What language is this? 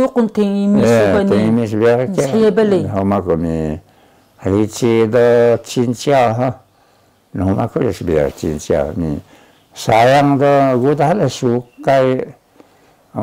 Taroko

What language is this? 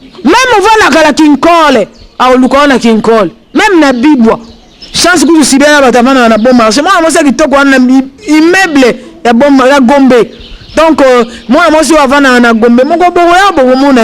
Lingala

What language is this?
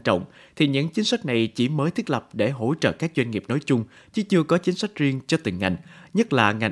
Vietnamese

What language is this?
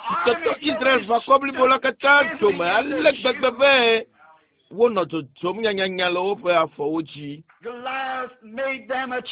Ewe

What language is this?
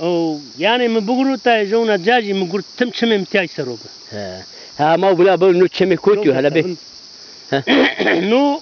Zaza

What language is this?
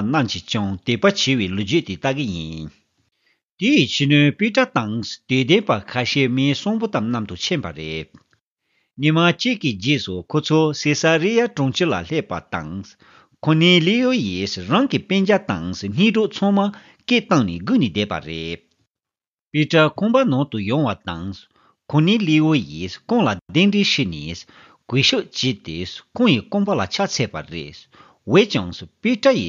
Tibetan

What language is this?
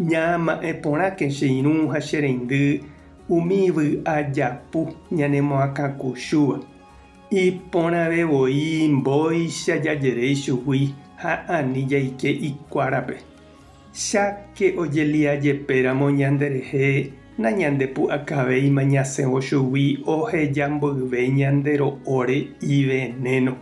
Guarani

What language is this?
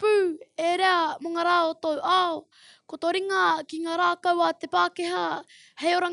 Māori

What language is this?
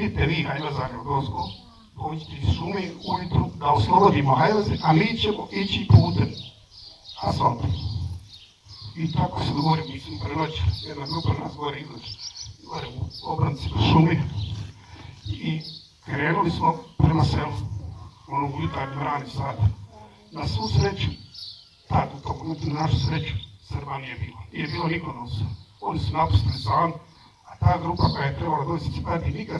Bosnian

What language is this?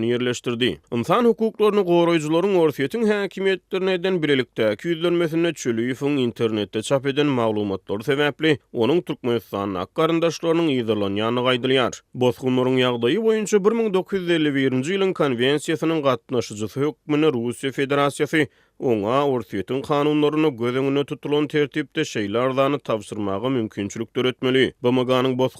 Turkmen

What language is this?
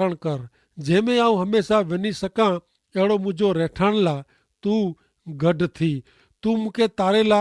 Kachhi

